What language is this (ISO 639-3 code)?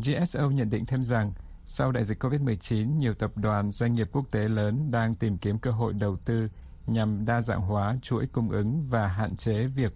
vie